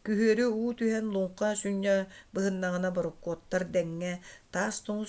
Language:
Yakut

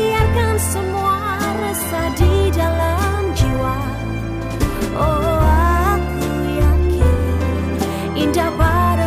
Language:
Indonesian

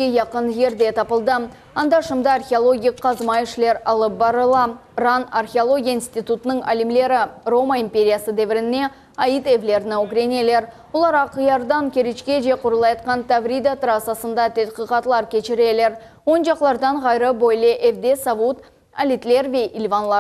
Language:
Crimean Tatar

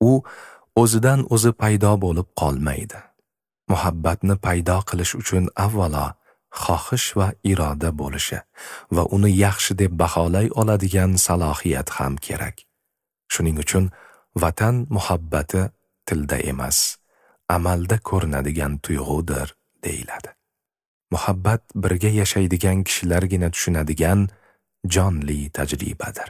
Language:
Uzbek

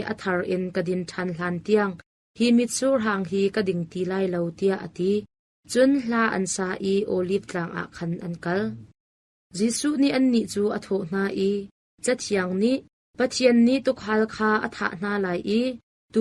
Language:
Hakha Chin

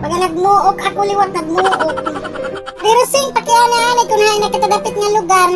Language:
Waray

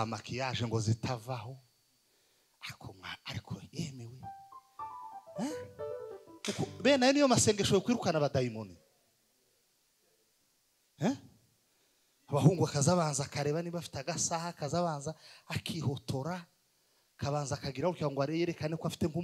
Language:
Kinyarwanda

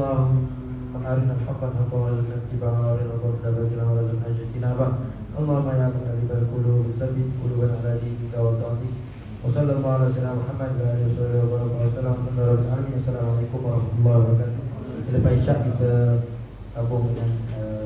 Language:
Malay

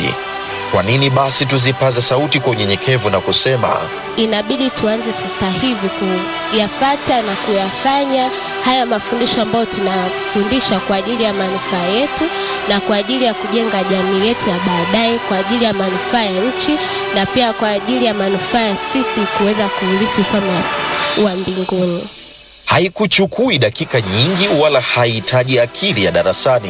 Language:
Swahili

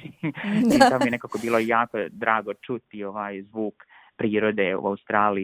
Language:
Serbian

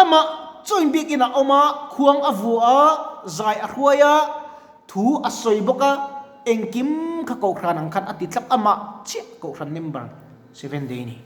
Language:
Mizo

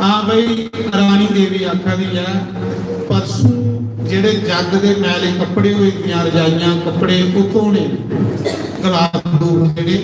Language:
Dogri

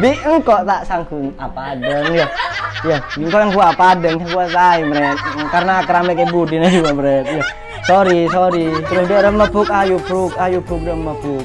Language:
Madurese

